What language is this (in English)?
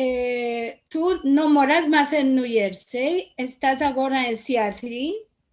Ladino